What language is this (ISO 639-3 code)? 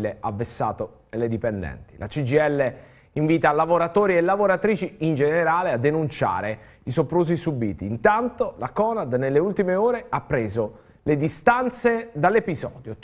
ita